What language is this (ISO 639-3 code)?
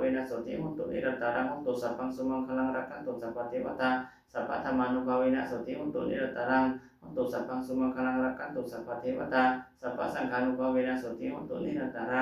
pli